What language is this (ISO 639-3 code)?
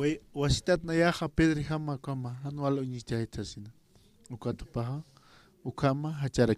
aym